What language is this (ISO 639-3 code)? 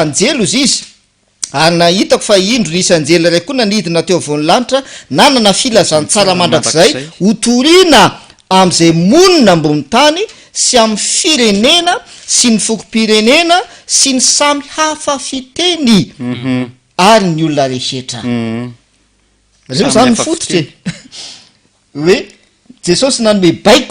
mlg